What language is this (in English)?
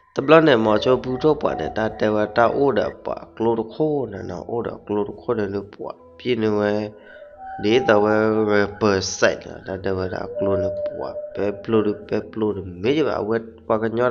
S'gaw Karen